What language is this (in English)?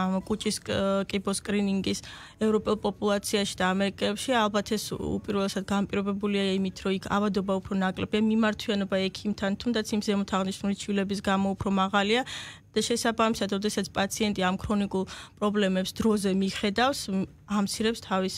Georgian